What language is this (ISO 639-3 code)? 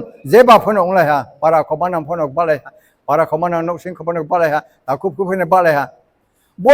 ria